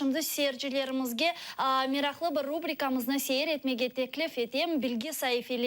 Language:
Crimean Tatar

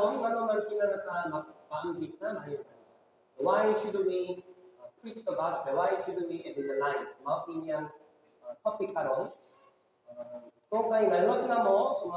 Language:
Cebuano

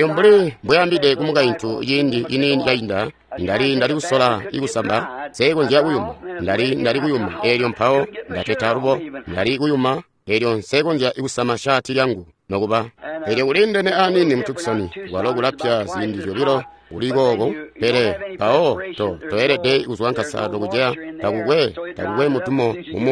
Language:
Tonga (Zambia)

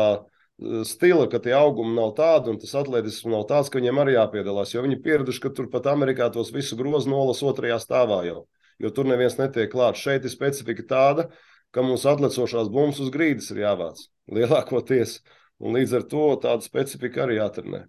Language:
Latvian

